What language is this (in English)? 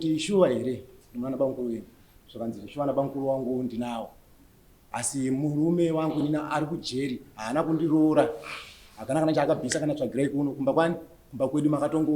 Shona